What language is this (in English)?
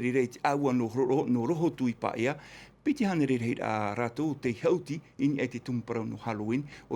Tahitian